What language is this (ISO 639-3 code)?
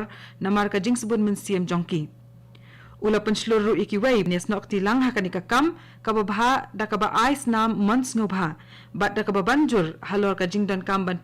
kha